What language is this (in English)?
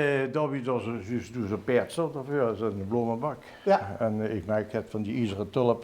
Limburgish